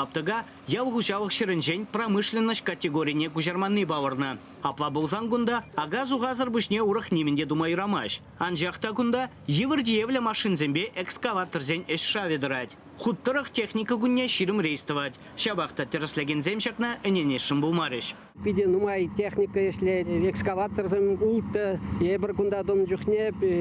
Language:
Chuvash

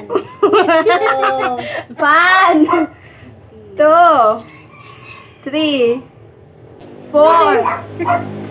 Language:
Filipino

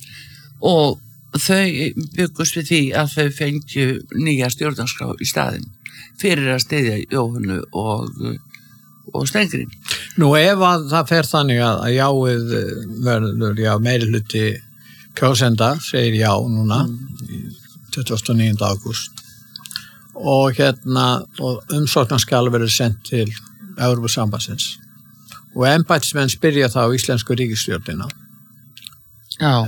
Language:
Icelandic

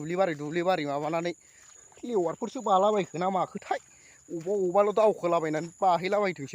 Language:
Bodo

